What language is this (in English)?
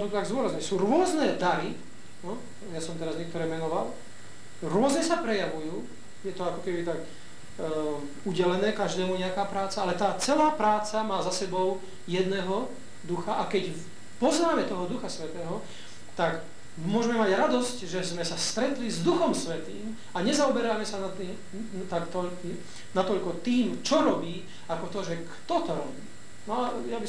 Slovak